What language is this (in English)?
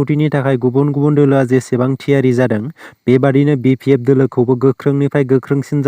Bodo